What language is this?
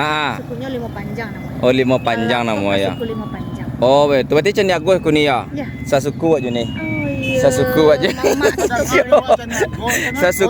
Minangkabau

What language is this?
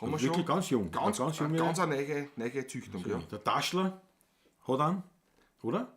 Bavarian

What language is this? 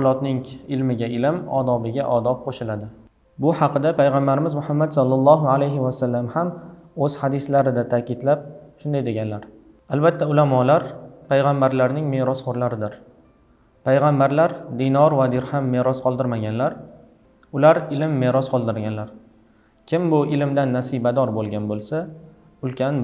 Uzbek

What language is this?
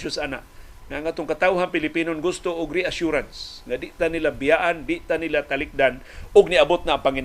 Cebuano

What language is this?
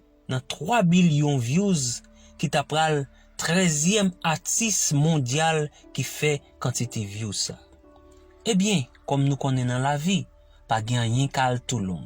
Haitian Creole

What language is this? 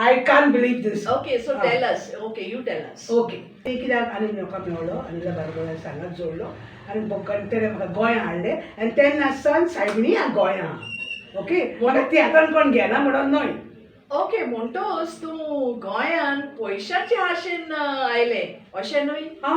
Konkani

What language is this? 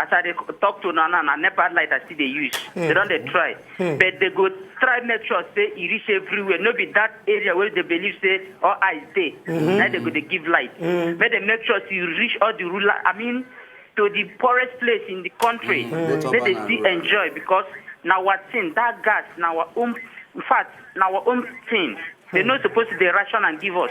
Nigerian Pidgin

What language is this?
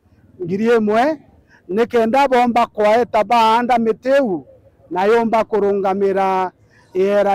Meru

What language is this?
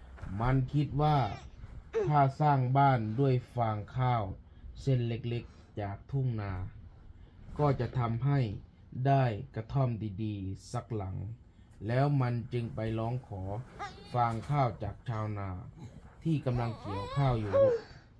Thai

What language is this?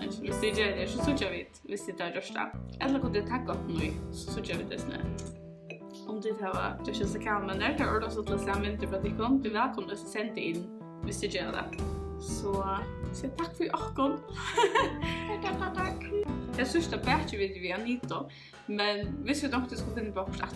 Faroese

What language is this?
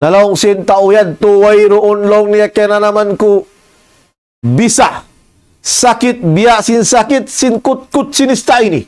Tausug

